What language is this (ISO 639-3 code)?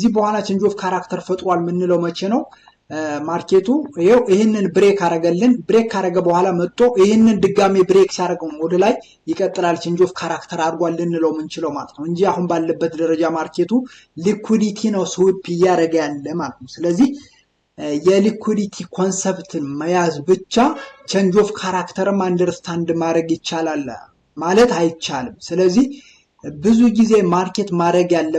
amh